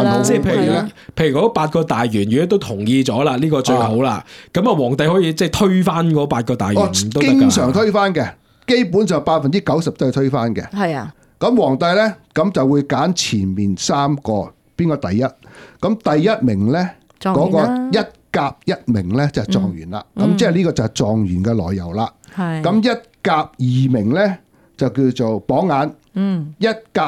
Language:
Cantonese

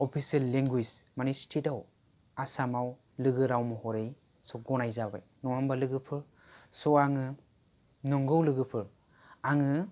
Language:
Bodo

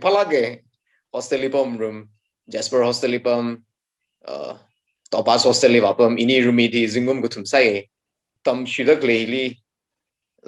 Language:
Tangkhul Naga (India)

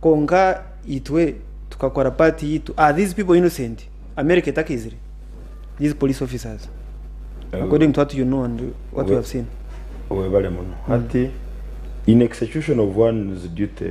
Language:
Nyankole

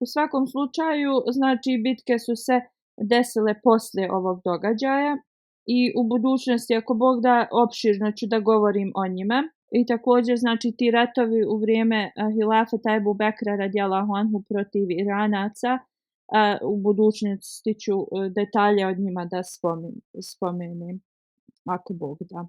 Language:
Bosnian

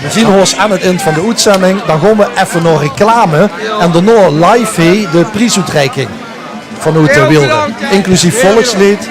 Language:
Limburgish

